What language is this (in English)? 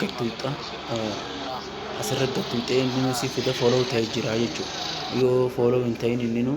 Oromo